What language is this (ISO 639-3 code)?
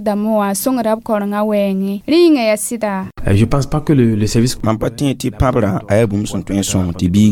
mos